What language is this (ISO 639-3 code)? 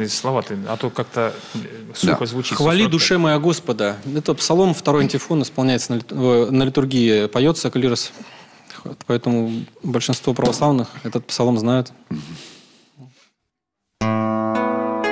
rus